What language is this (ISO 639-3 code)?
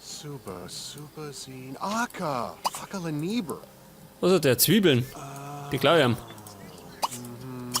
bar